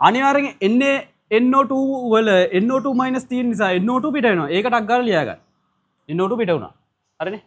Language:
Sinhala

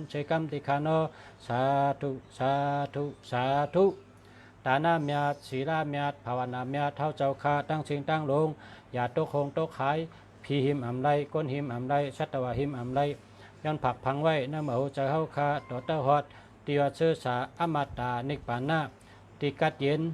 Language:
Shan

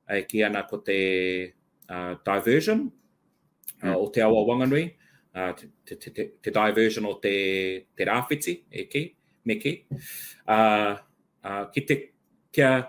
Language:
Māori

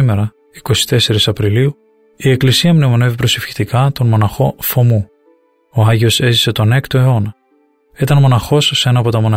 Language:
Greek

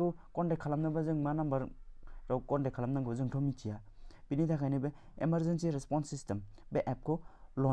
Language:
Bodo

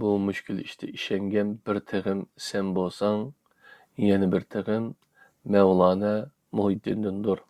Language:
Uyghur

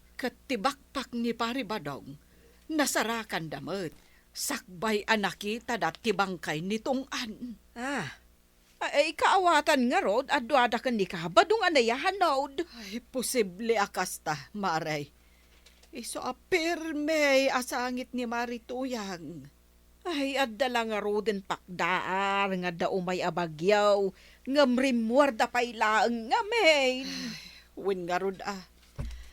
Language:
Iloko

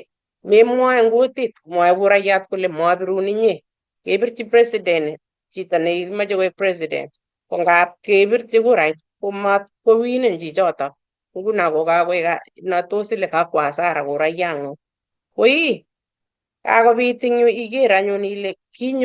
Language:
Kalenjin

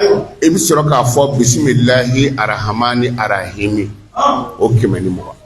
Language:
Bambara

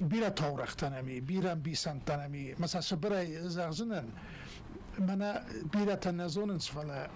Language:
Ossetic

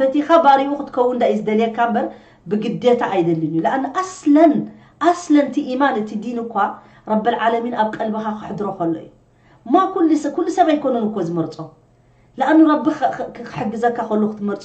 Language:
Tigrinya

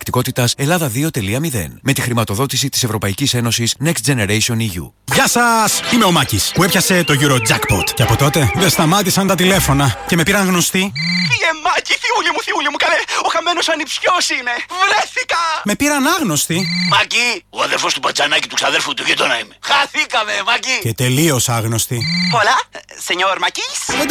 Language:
Greek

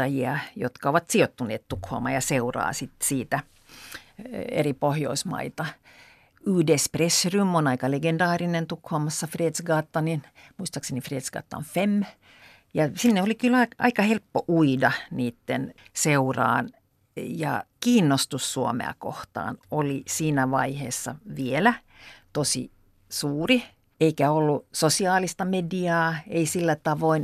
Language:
Finnish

